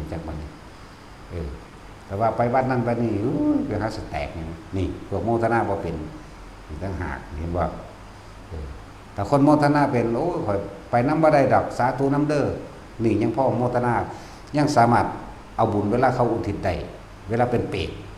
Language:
Northeastern Thai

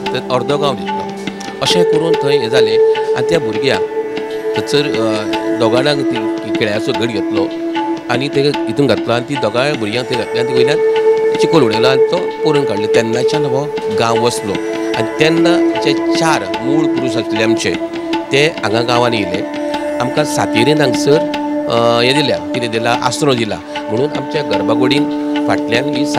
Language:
Konkani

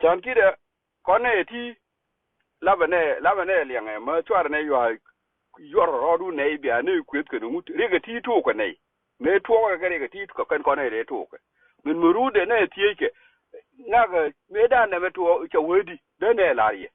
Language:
Nuer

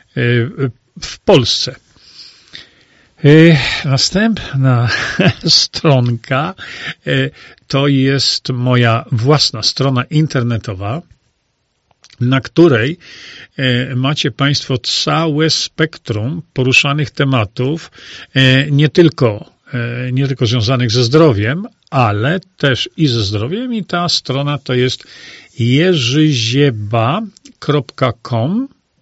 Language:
Polish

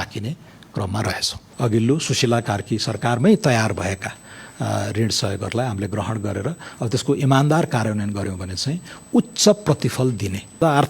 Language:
Nepali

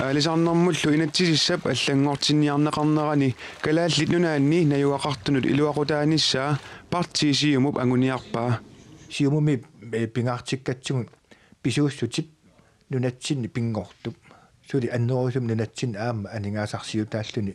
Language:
Kalaallisut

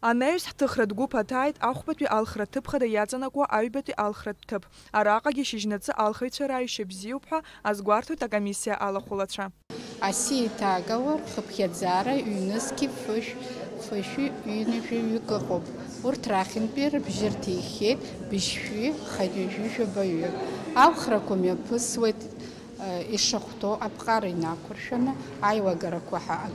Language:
Abkhazian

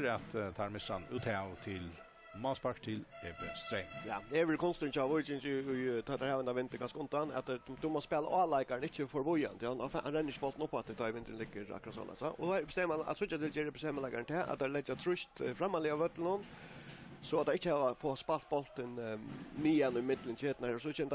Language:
Faroese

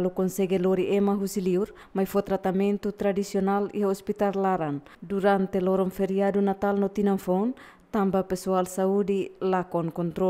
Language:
Tetum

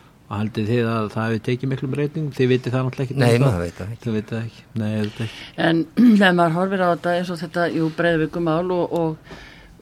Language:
Icelandic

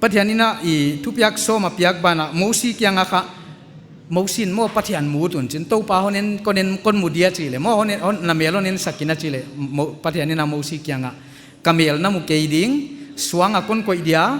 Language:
Paite Chin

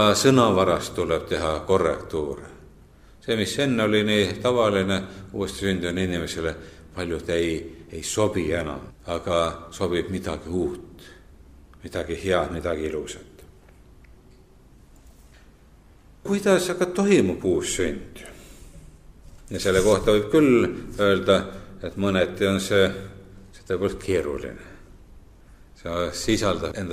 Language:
Estonian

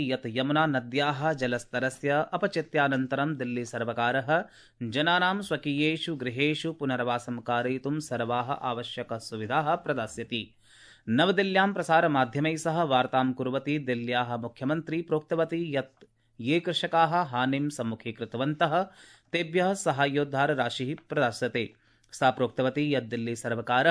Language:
Sanskrit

